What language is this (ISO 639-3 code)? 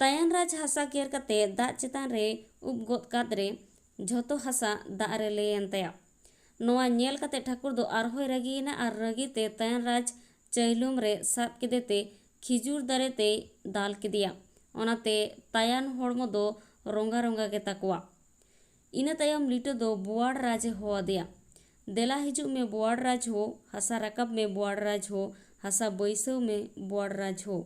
sat